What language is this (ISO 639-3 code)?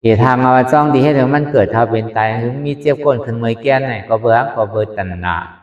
shn